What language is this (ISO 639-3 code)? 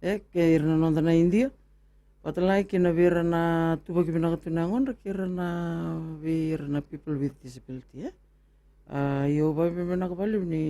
fij